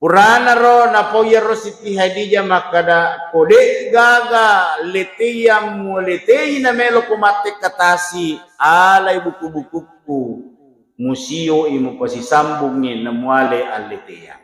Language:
Buginese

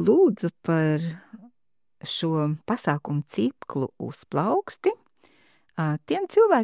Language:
Latvian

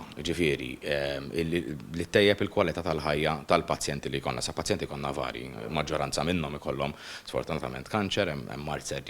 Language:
Maltese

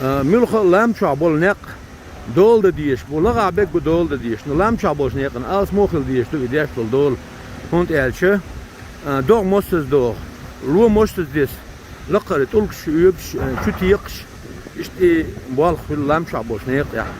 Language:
Chechen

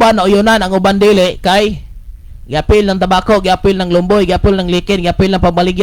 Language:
Cebuano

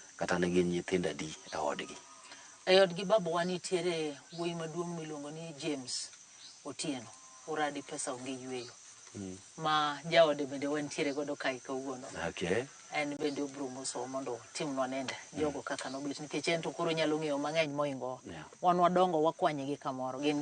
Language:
Luo (Kenya and Tanzania)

